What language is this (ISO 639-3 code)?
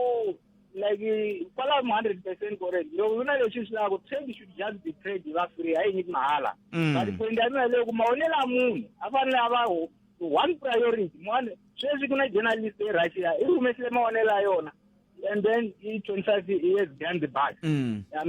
tso